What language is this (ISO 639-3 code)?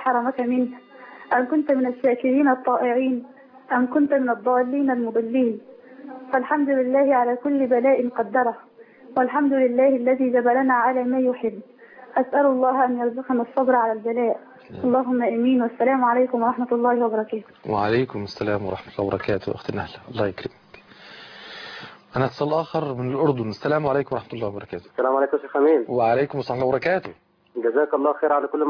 ara